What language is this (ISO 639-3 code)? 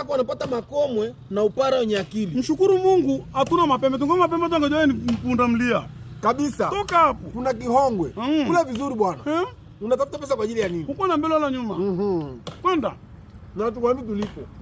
swa